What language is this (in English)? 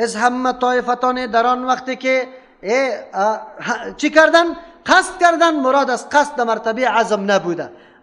Persian